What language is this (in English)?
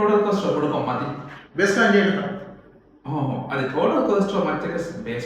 Divehi